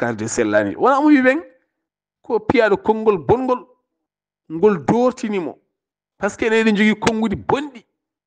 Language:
Fula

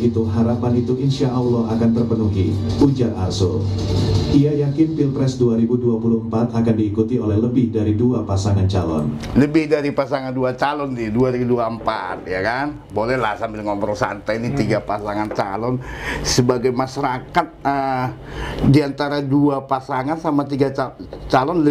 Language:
Indonesian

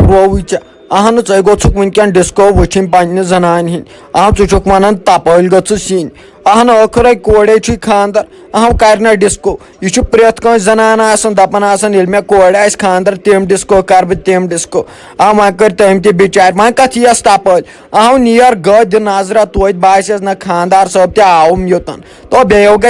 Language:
Kashmiri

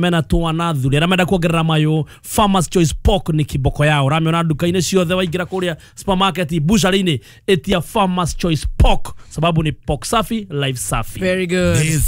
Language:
Kikuyu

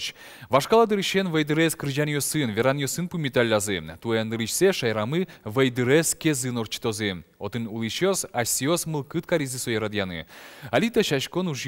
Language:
Udmurt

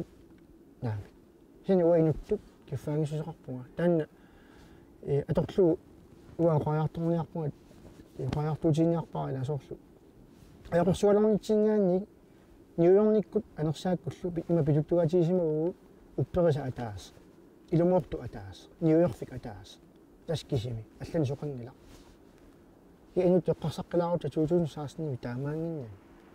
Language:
Kalaallisut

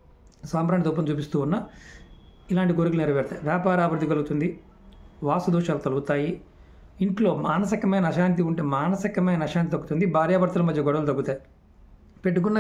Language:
Telugu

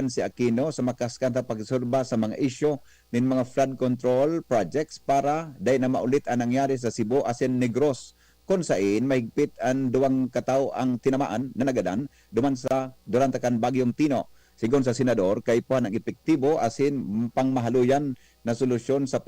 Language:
Bikol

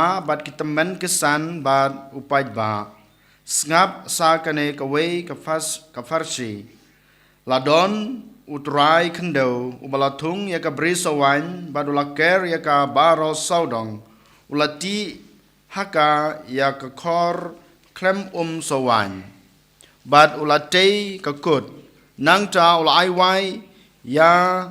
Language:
Khasi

